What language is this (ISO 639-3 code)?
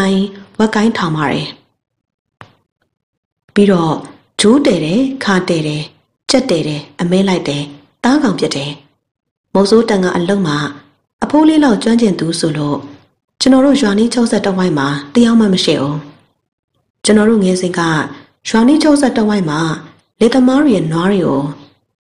mya